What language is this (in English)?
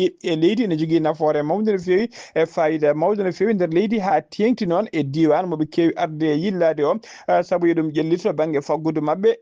Fula